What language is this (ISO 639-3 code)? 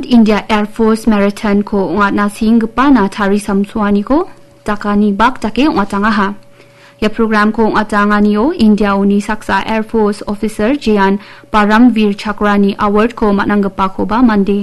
grt